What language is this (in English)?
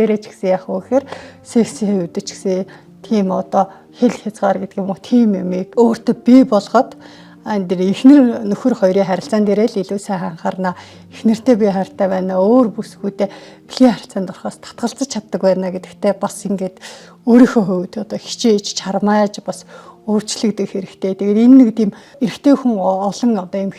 Mongolian